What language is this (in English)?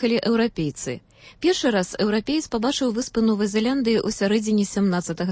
Belarusian